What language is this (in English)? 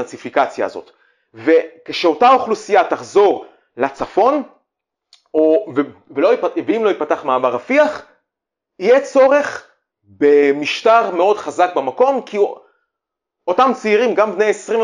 Hebrew